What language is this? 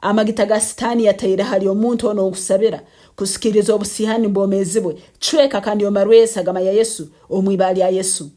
Nyankole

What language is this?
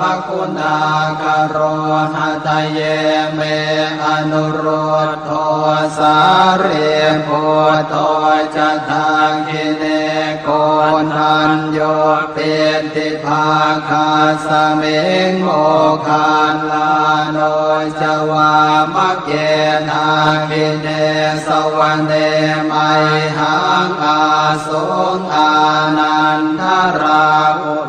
Pali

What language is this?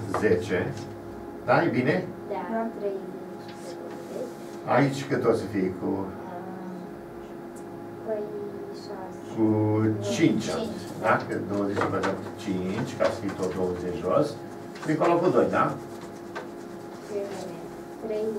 Romanian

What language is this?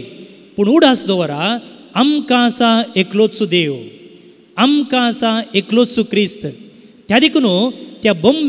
Konkani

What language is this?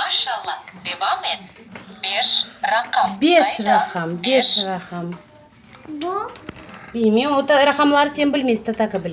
Crimean Tatar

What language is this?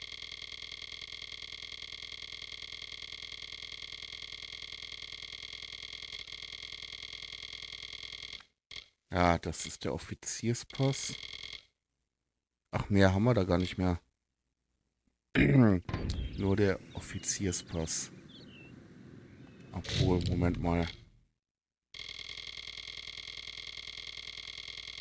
German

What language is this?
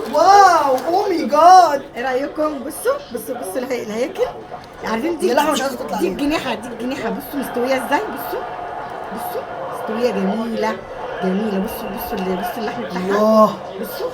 Egyptian Arabic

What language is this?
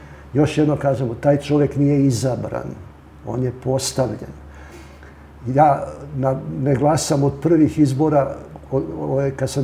Serbian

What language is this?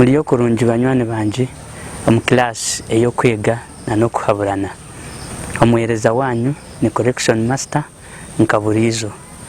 Nyankole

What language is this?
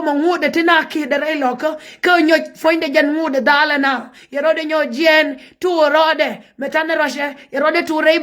Nuer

